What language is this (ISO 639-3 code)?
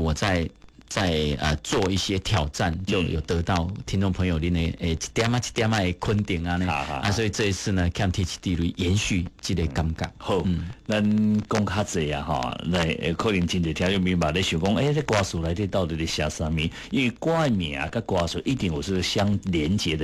nan